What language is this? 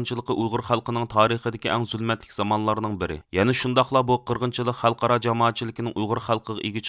Uyghur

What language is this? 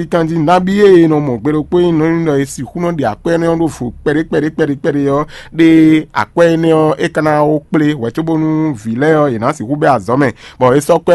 Fon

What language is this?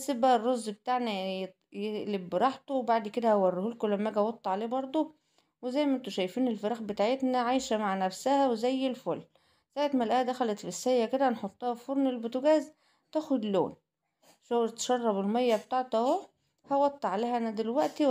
Egyptian Arabic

